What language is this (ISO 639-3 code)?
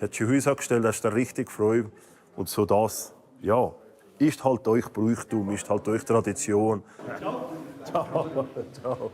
gsw